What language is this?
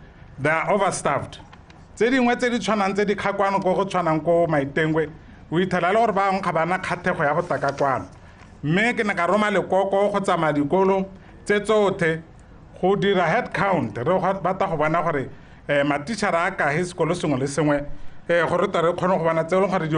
Tswana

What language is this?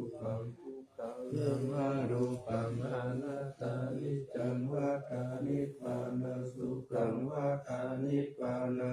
Pali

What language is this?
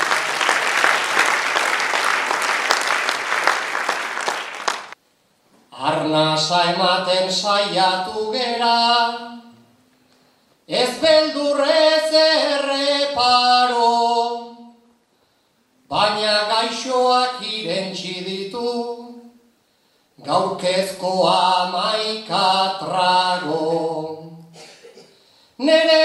Basque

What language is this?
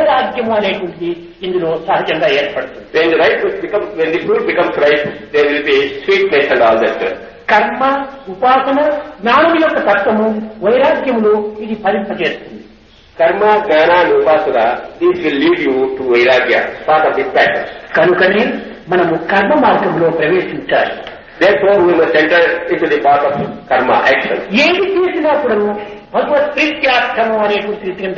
Telugu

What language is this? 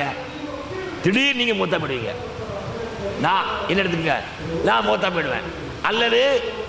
Tamil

